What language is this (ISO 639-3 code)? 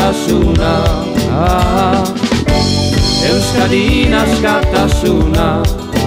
eus